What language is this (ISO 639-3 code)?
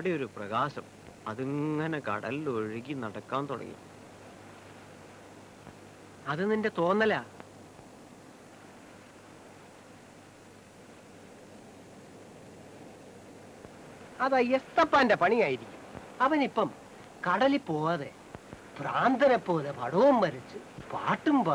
mal